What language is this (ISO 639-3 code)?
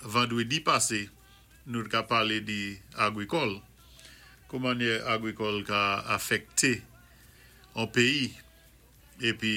acf